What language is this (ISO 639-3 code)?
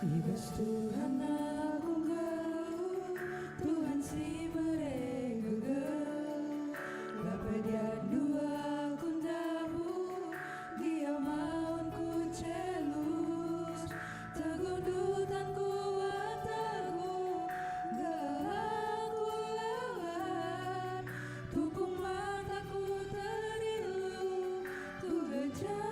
btx